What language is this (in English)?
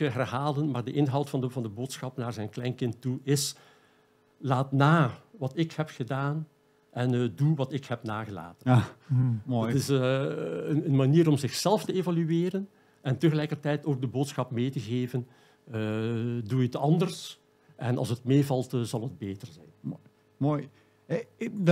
Dutch